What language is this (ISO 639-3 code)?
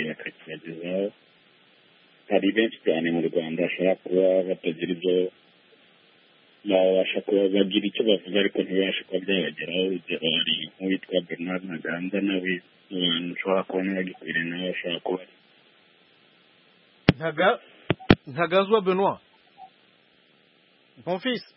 kin